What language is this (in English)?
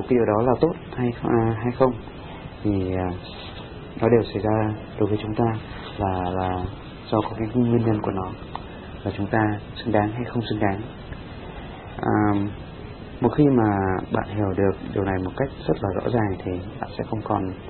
Vietnamese